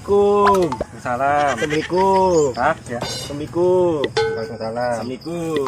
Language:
Betawi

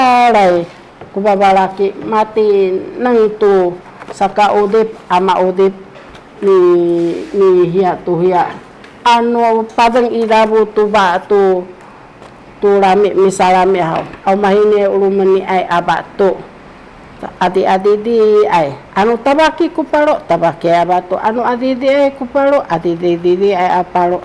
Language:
Sakizaya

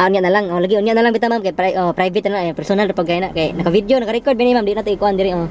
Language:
Cebuano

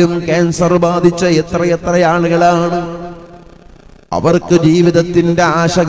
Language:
Malayalam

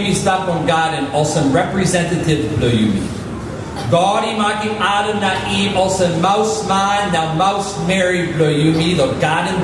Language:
Tok Pisin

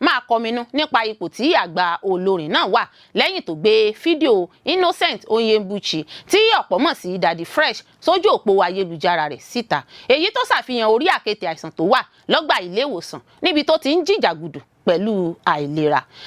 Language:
Yoruba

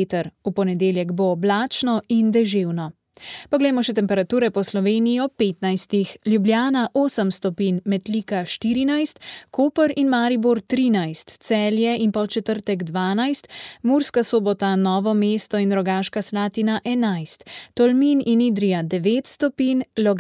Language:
Slovenian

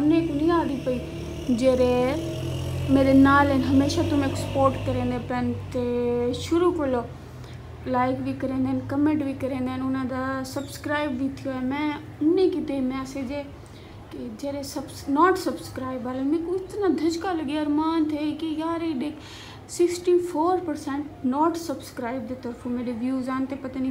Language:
Saraiki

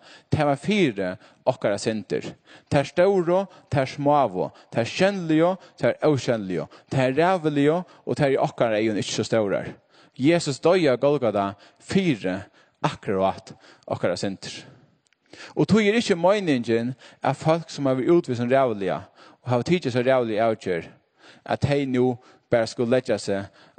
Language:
Faroese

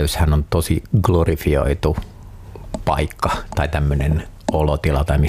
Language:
Finnish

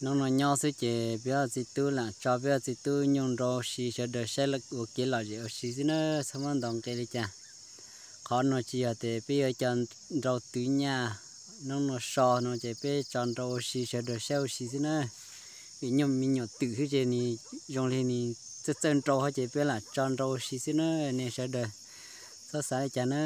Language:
Hmong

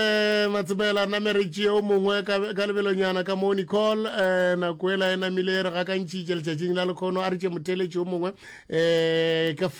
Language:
Northern Sotho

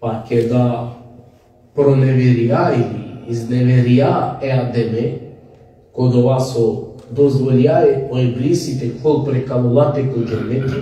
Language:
Balkan Romani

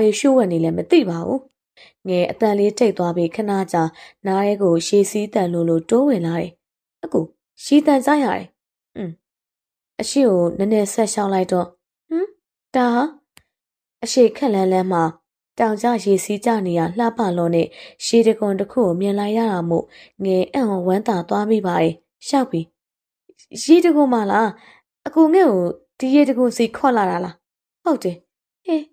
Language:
Burmese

